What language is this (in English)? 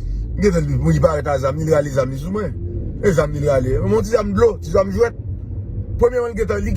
Haitian Creole